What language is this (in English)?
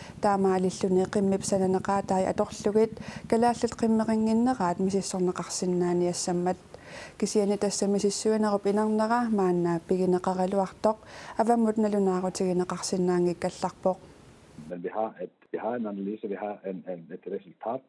Kalaallisut